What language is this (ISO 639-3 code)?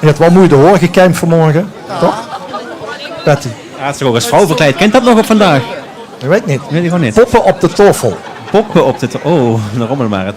lim